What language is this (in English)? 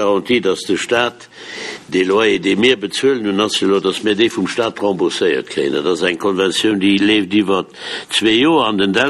Luxembourgish